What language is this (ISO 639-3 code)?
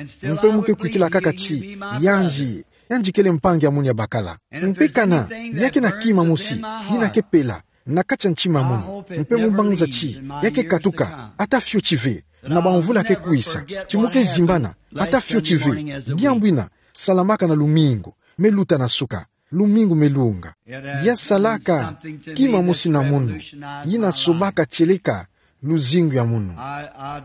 ktu